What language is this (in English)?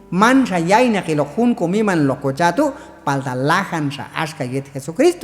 Q'anjob'al